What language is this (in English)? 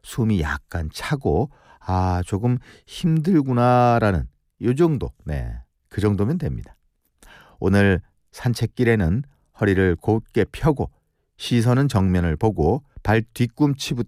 Korean